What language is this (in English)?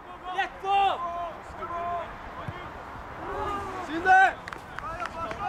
Norwegian